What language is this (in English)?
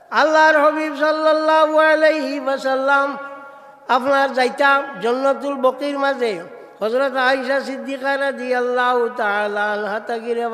Sylheti